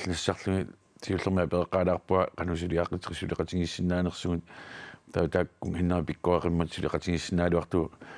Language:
Kalaallisut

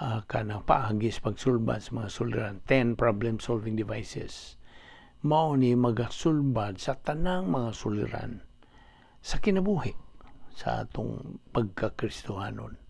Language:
Cebuano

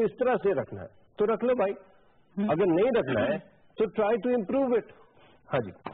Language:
Urdu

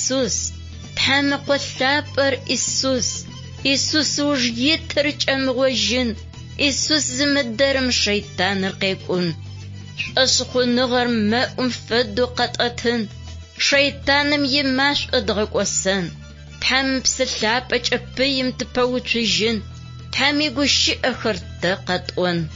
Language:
Adyghe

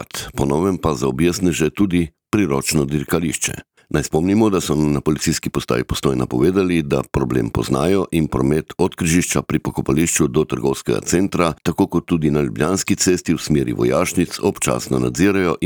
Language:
Slovenian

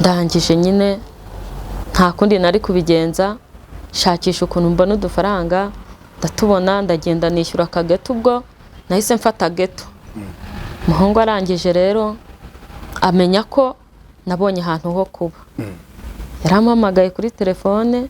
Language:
Kinyarwanda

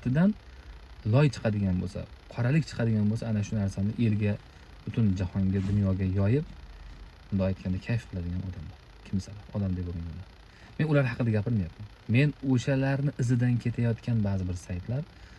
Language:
Uzbek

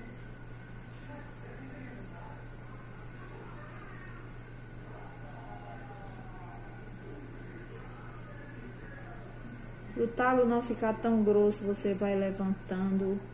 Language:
Portuguese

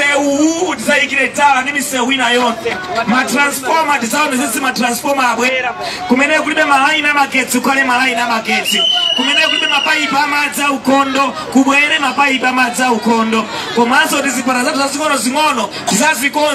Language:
Nyanja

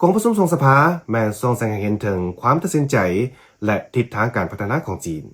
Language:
Lao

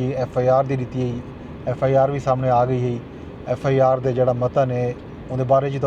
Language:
Saraiki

